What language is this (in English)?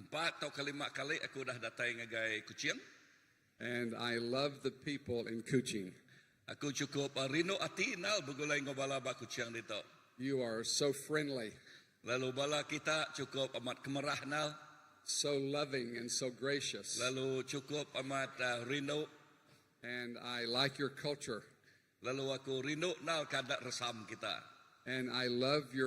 Iban